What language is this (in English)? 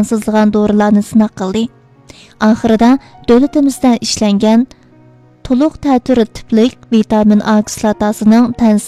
Uyghur